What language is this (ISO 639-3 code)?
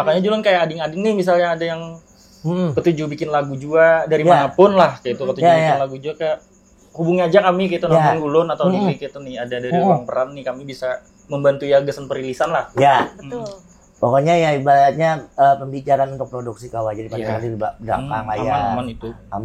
bjn